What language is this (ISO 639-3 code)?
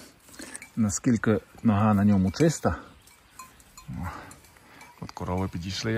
ukr